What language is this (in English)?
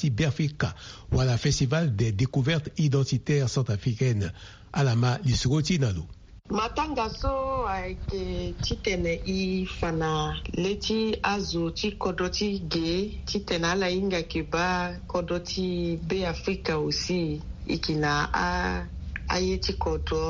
Sango